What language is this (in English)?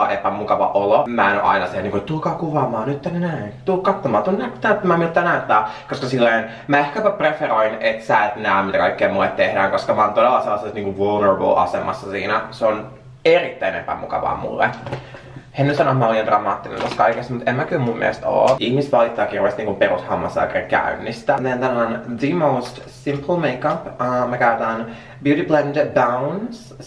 Finnish